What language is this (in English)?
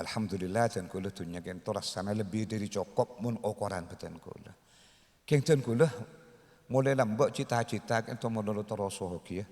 Madurese